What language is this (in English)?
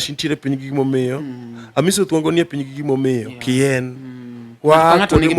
Luo (Kenya and Tanzania)